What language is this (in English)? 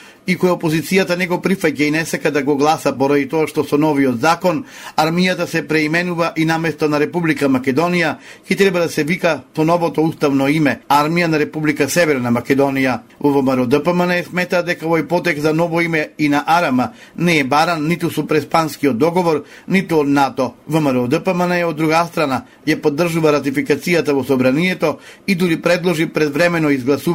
Macedonian